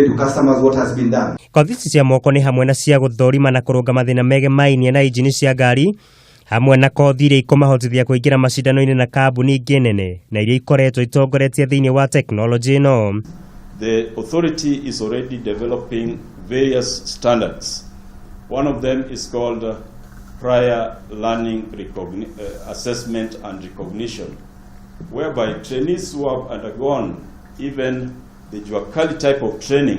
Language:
Kikuyu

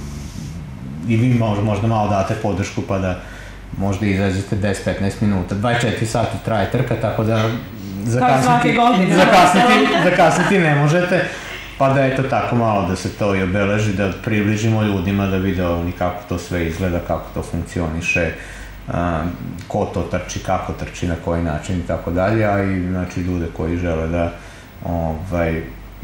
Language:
Serbian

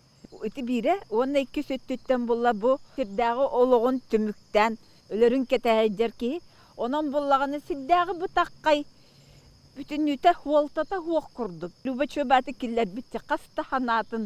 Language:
Yakut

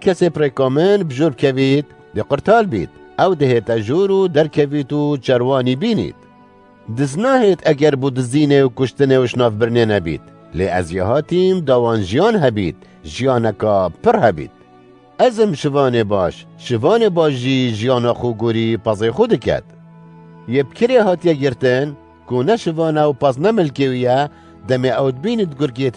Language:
Kurdish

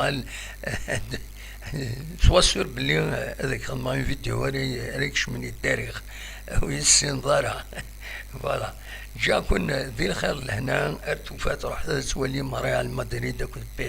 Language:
Kabyle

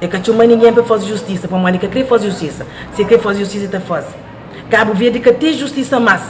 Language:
Kabuverdianu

